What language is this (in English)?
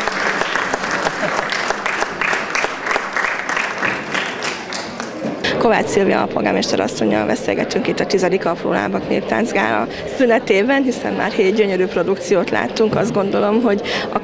Hungarian